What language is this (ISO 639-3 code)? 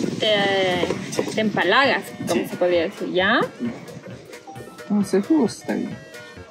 spa